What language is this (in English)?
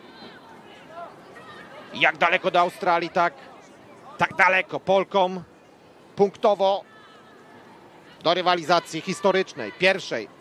Polish